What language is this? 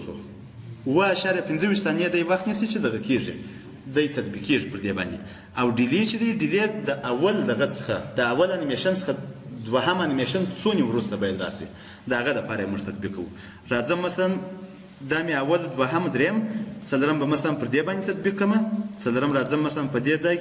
Pashto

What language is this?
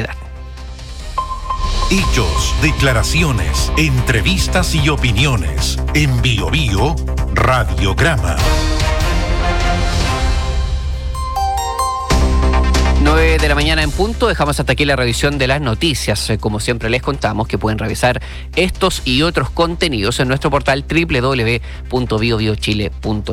Spanish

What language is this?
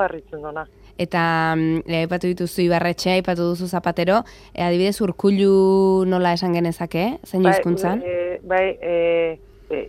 Basque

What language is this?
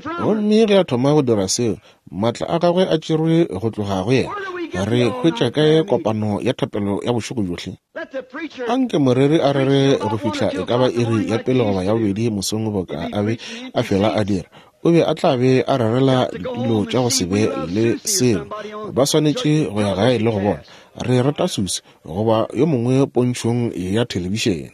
Northern Sotho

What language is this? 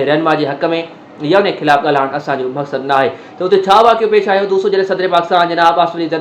Sindhi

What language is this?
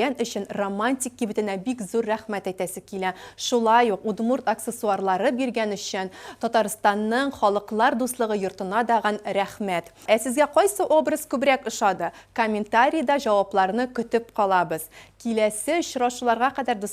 Tatar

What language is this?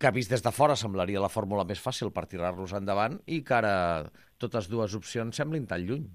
Catalan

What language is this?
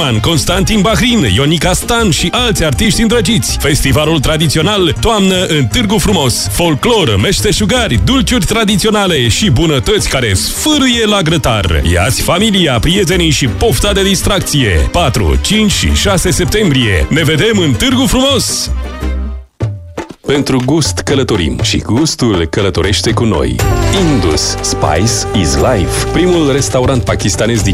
Romanian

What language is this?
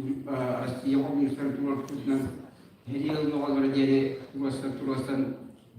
Yakut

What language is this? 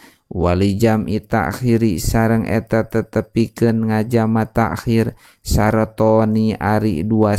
Sundanese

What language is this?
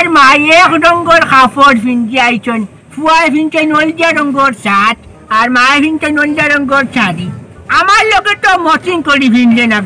Sylheti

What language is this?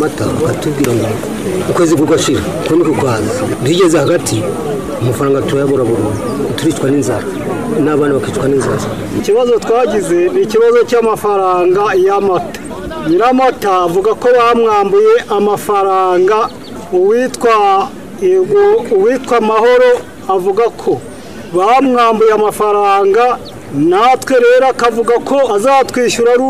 Kinyarwanda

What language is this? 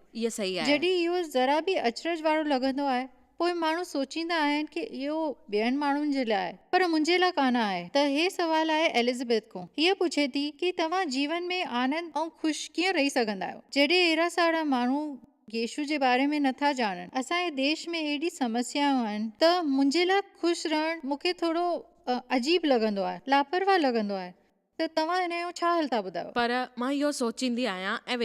Sindhi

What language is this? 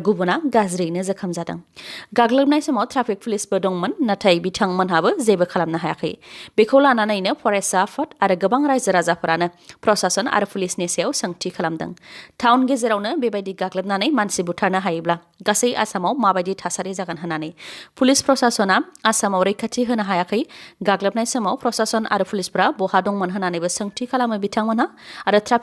Bodo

